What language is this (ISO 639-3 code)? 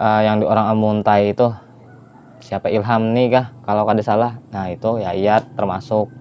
bjn